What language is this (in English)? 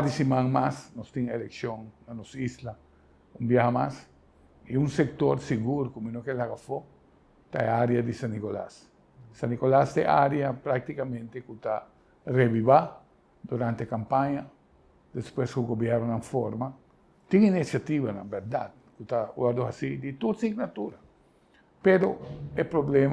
Papiamento